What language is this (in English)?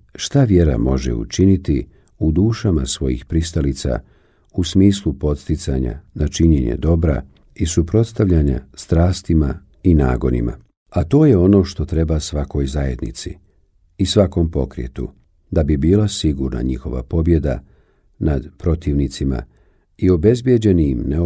Bosnian